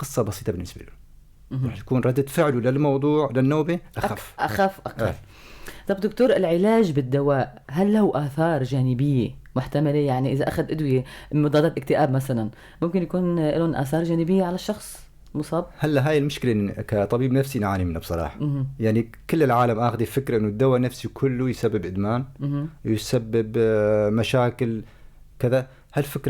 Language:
North Levantine Arabic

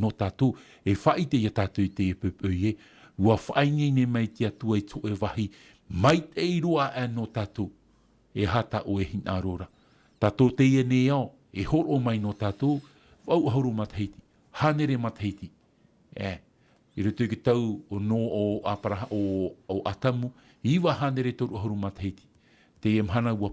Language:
Tahitian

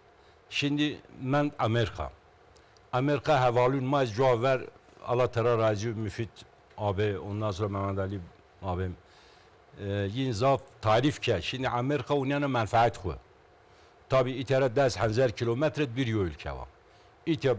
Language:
Zaza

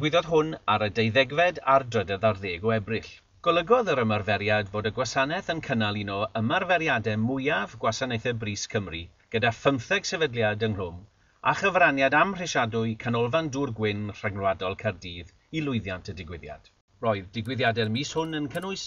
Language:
Welsh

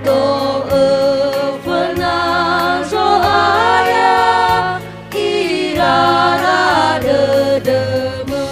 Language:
Nias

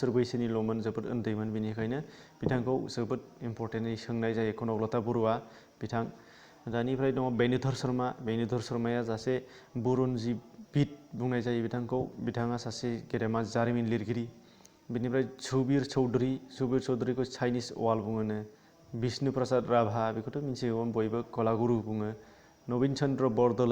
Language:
Bodo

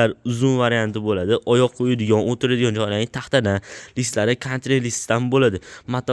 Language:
Uzbek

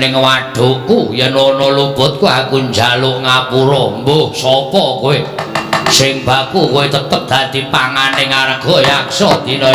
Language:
Javanese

